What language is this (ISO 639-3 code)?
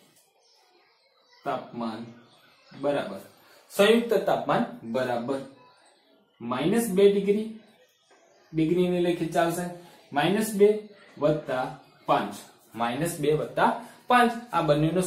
guj